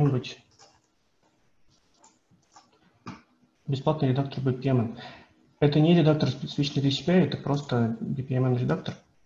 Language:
Russian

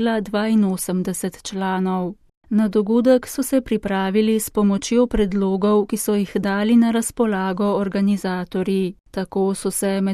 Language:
Slovenian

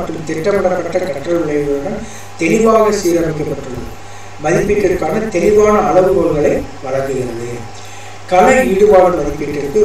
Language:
Tamil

